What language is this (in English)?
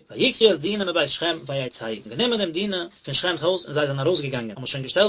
Yiddish